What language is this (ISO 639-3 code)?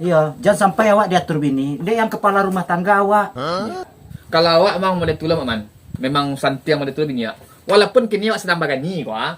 min